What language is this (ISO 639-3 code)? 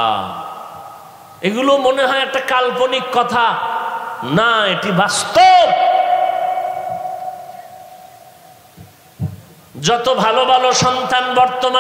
ben